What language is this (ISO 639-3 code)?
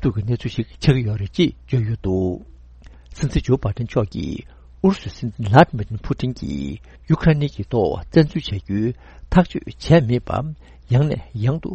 bod